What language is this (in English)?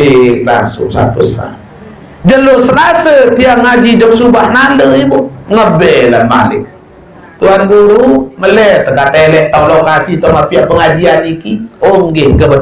Sasak